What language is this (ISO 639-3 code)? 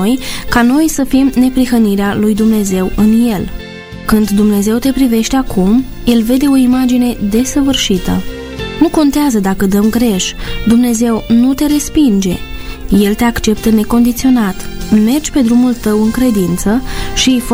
ron